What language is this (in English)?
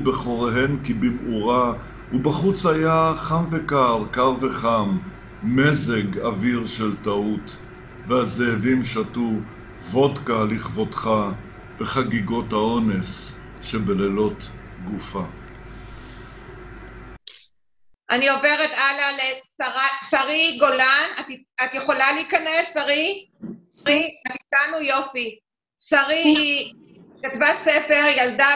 Hebrew